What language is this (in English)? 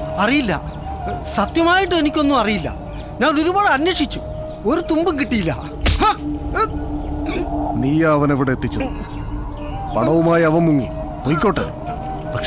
Malayalam